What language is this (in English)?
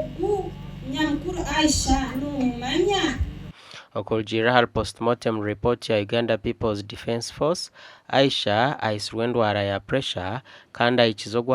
Nyankole